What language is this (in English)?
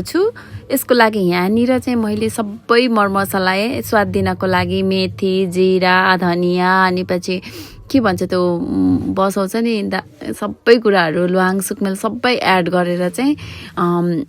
Nepali